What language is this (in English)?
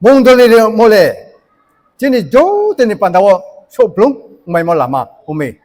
Riang (India)